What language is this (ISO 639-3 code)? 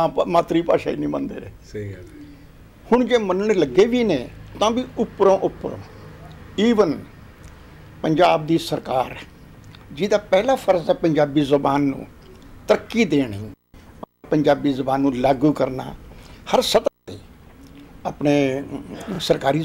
pan